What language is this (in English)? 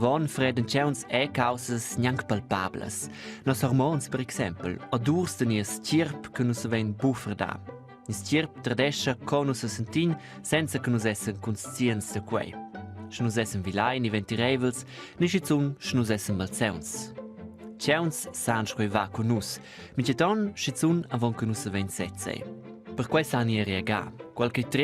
Romansh